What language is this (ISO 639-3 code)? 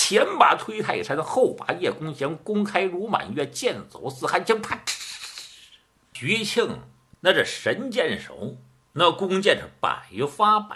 zho